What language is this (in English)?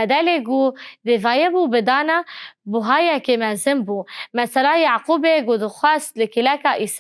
Kurdish